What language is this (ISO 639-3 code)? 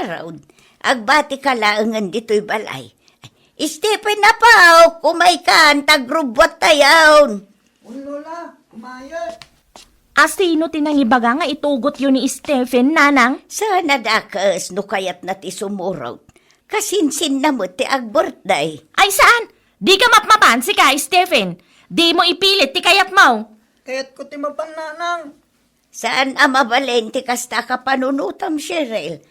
ilo